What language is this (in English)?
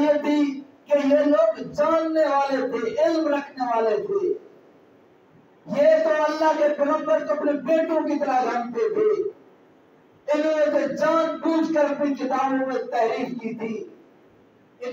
Urdu